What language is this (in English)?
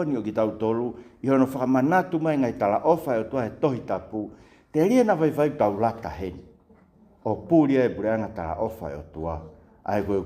Tongan